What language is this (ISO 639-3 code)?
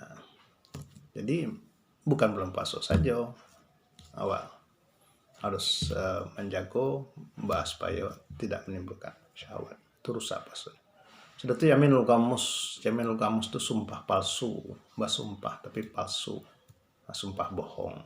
min